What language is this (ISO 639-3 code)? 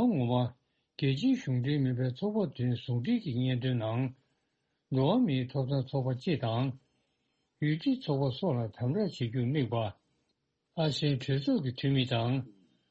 bod